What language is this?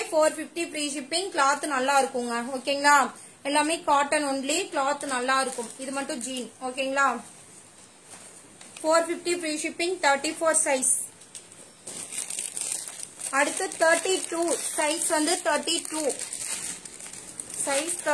Tamil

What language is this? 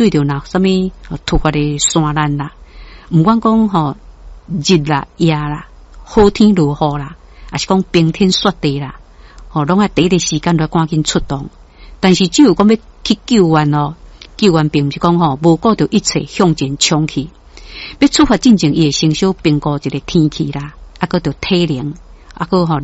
Min Nan Chinese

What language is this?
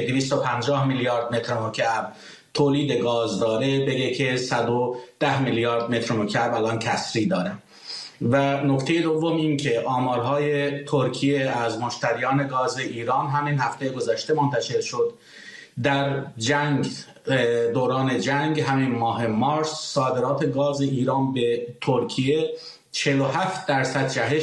Persian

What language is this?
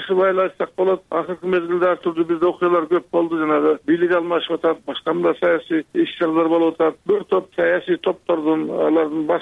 Kyrgyz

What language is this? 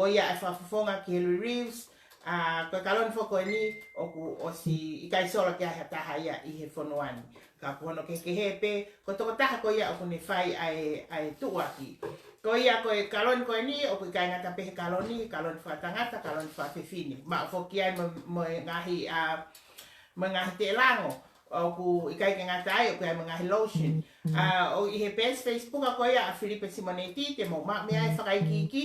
Tongan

